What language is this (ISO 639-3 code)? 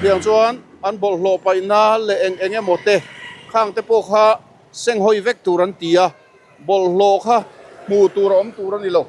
lus